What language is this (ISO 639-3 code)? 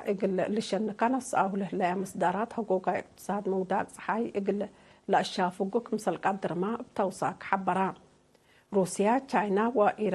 tig